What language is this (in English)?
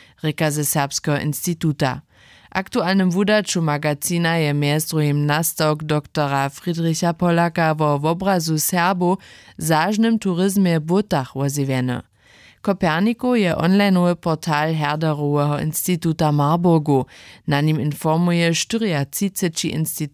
Upper Sorbian